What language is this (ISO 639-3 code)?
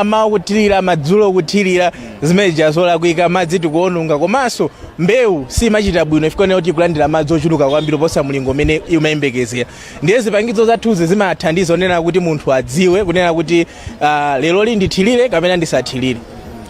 nya